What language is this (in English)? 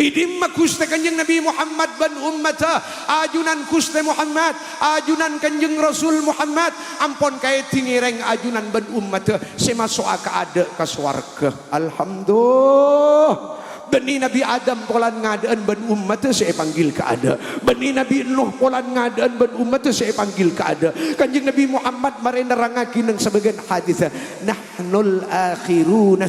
Madurese